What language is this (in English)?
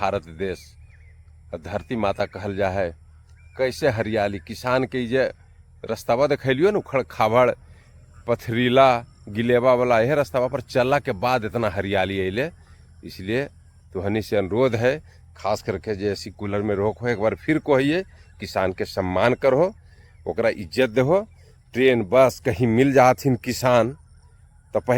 Magahi